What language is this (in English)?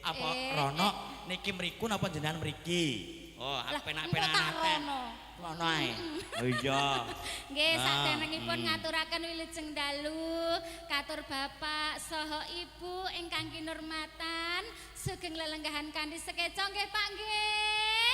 Javanese